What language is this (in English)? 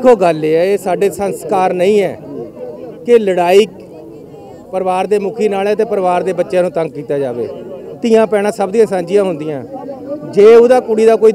Punjabi